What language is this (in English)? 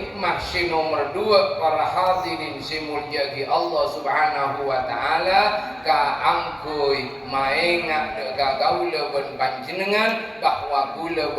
Madurese